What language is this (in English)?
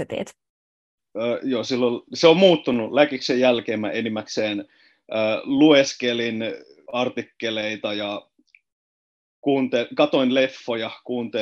Finnish